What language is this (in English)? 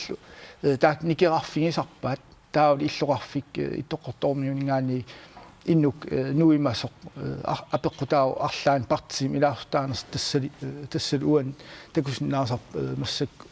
Kalaallisut